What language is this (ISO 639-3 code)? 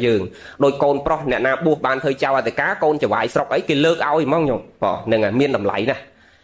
khm